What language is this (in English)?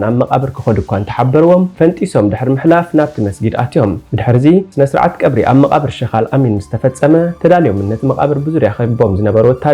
Tigrinya